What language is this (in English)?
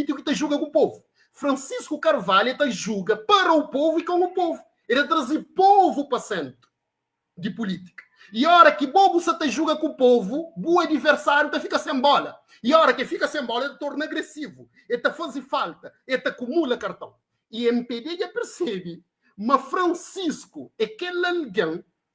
Kabuverdianu